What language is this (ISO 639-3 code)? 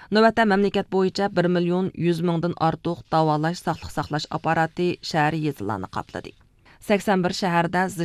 uig